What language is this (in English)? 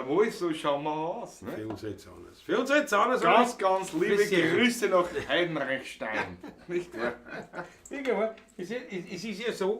Bavarian